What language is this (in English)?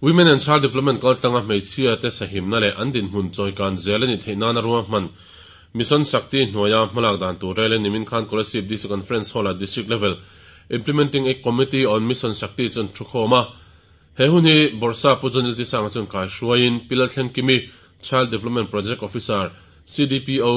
Mizo